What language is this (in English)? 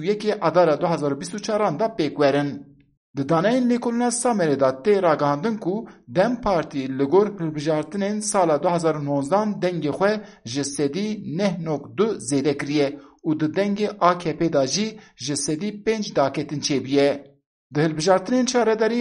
Kurdish